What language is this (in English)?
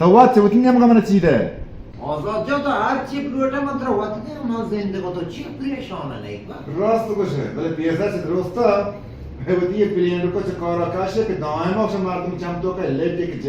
Baluchi